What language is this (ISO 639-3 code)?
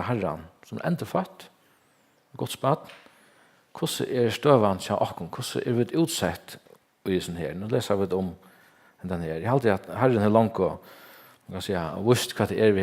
fao